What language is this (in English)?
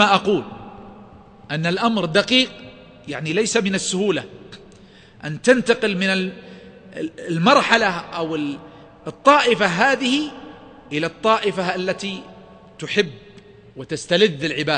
Arabic